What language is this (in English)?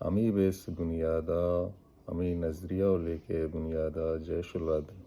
Baluchi